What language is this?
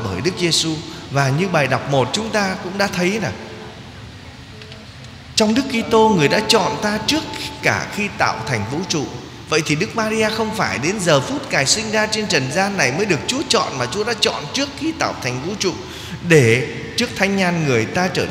Vietnamese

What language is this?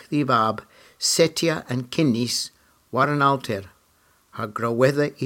Cornish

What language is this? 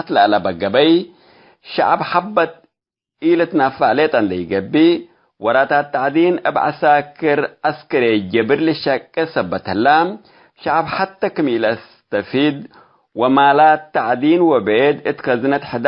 Tigre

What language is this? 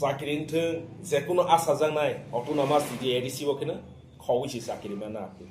Kok Borok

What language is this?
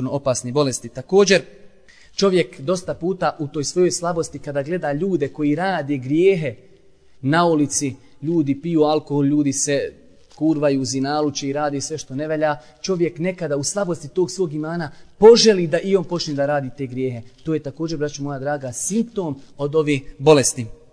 Bosnian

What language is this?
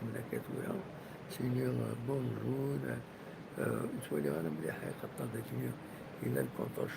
Kabyle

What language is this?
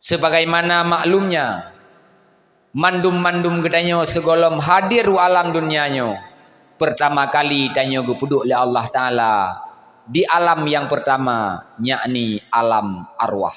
Achinese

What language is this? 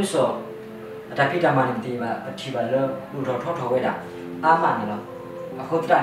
S'gaw Karen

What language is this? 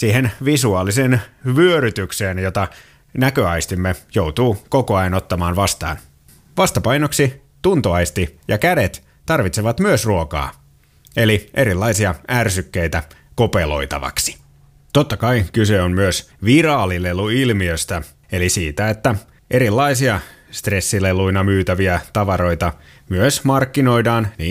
Finnish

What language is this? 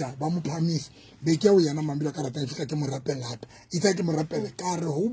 Southern Sotho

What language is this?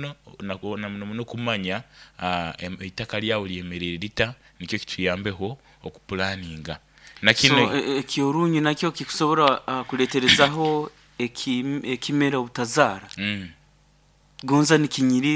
Nyoro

